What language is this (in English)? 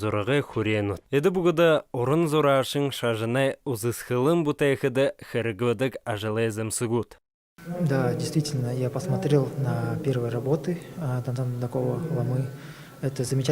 Buriat